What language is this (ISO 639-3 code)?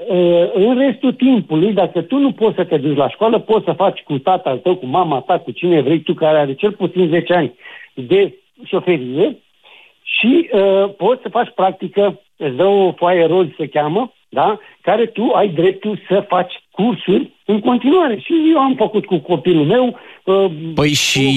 ron